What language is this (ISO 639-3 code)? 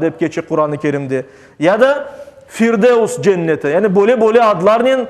crh